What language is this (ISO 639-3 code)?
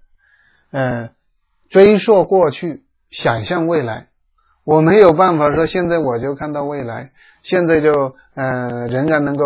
zho